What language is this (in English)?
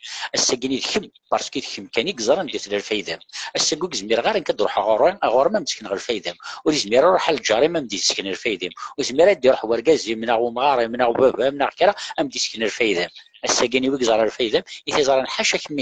Kabyle